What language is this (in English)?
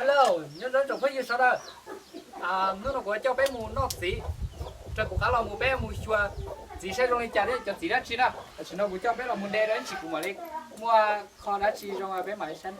Hmong